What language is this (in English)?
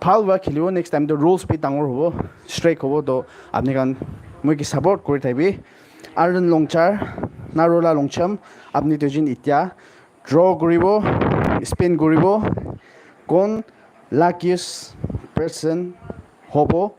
Naga Pidgin